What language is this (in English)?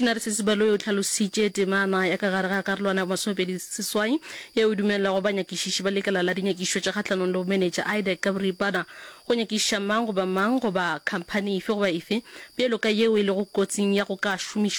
Northern Sotho